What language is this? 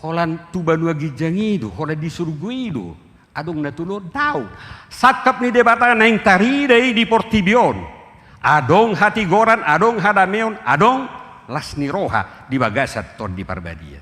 Batak Toba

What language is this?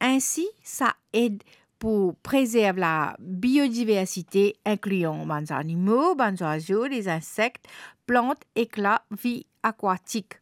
Morisyen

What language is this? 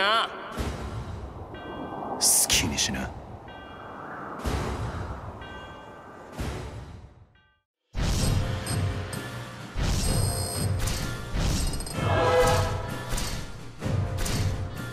Japanese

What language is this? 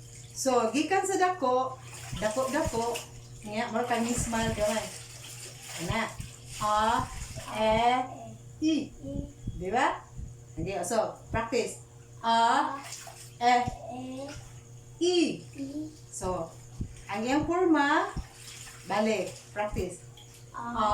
Cebuano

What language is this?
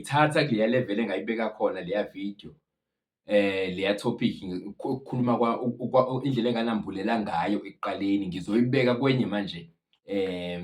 Zulu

